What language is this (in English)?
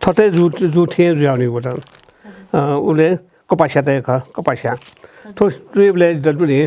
Newari